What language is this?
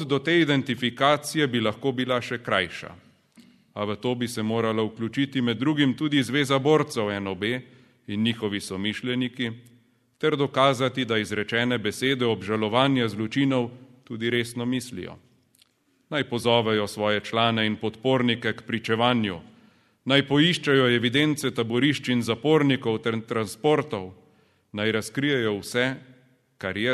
Slovenian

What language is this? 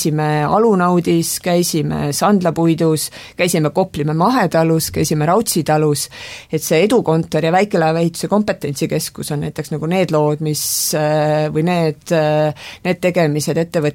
Estonian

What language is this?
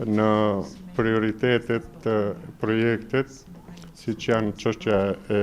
Albanian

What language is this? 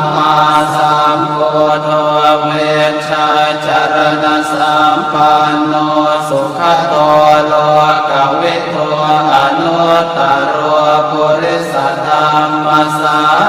Pali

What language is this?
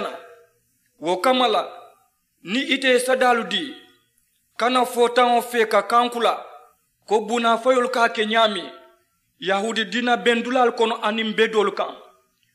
Mandingo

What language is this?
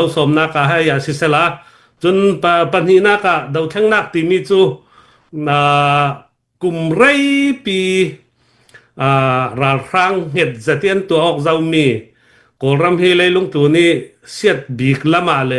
Falam Chin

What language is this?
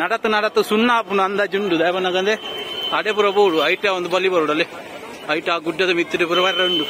Tulu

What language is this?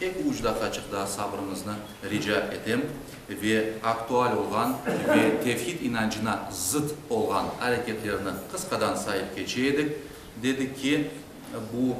Crimean Tatar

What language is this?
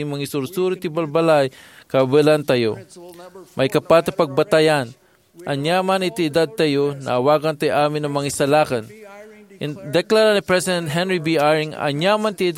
Iloko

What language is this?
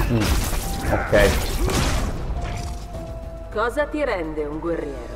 Italian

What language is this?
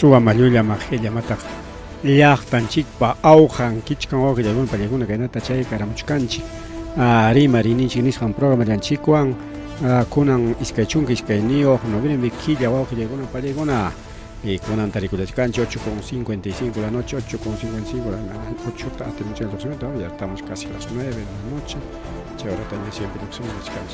Ayacucho Quechua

